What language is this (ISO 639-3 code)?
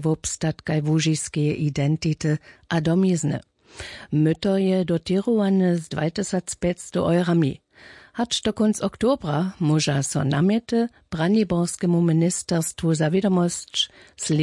hsb